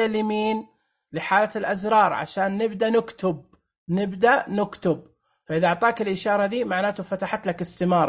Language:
Najdi Arabic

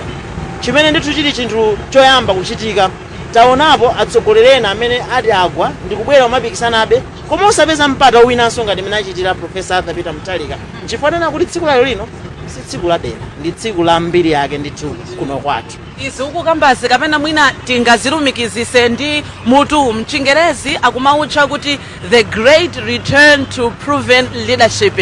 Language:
Nyanja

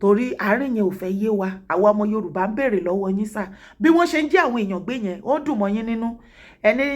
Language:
Yoruba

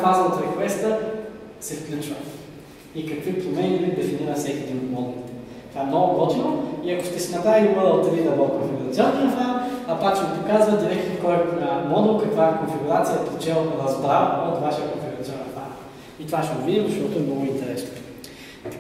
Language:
Bulgarian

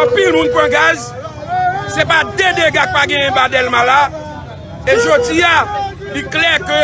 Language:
Haitian Creole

